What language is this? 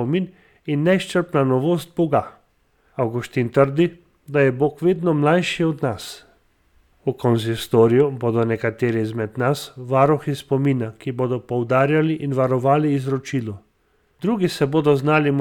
Slovenian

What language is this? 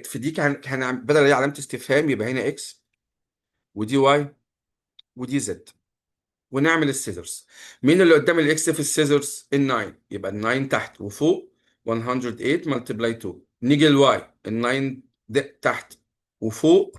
Egyptian Arabic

